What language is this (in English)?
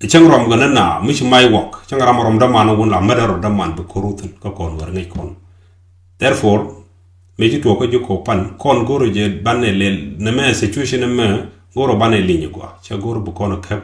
Nuer